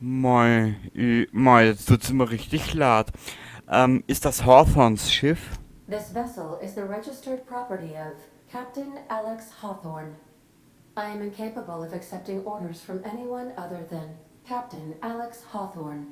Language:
Bavarian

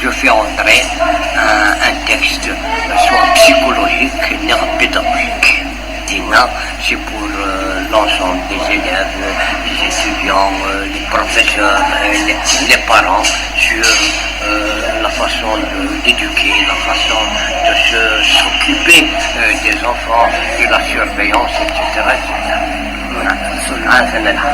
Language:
Kabyle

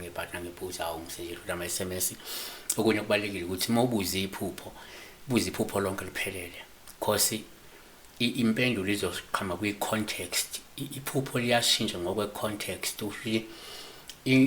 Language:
Zulu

